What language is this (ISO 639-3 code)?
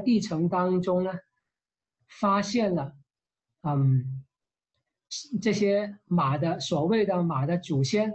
zho